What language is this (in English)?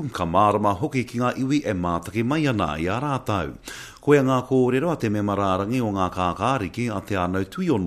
Māori